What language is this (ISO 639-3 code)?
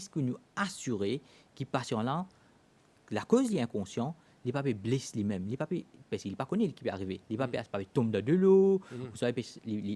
mfe